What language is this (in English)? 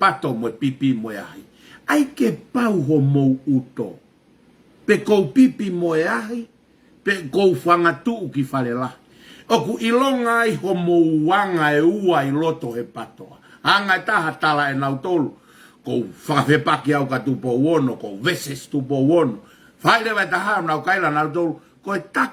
Tongan